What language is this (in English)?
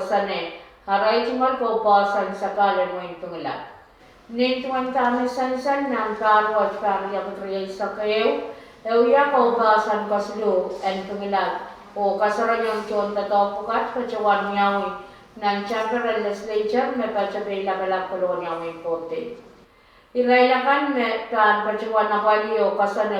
Pohnpeian